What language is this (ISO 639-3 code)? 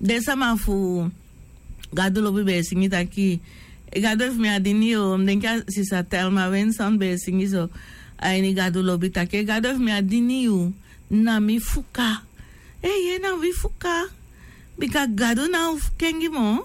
srn